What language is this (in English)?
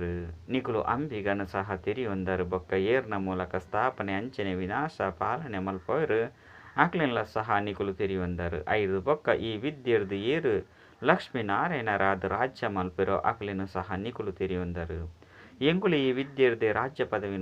Tulu